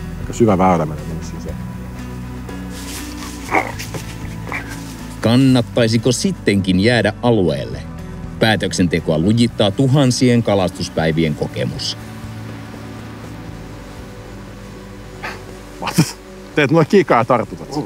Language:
Finnish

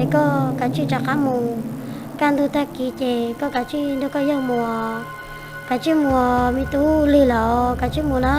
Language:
Hmong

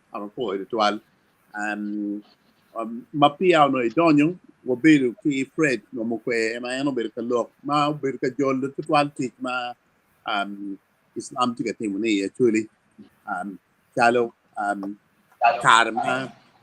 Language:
Acoli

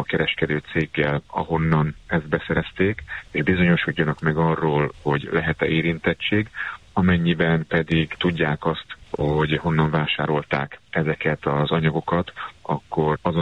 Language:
Hungarian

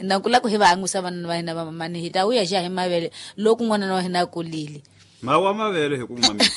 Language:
Tsonga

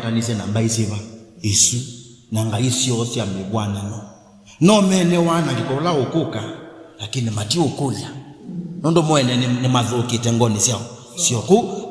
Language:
Kamba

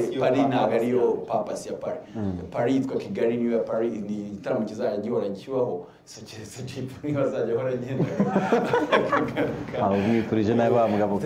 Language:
Kinyarwanda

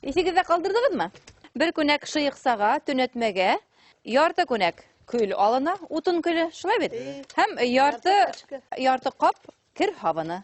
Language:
Bashkir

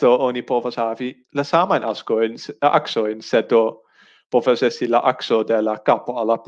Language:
Esperanto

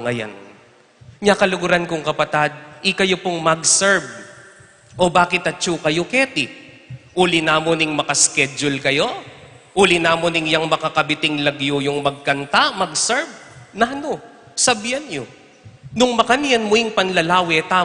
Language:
Pampanga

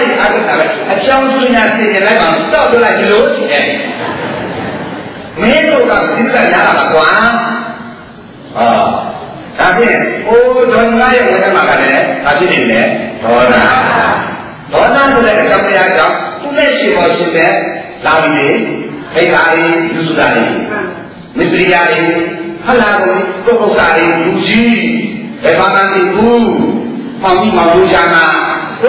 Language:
Burmese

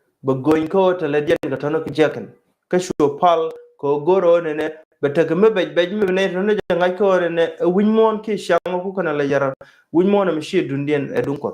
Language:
Nuer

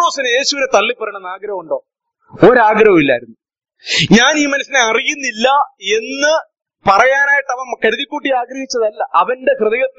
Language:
Malayalam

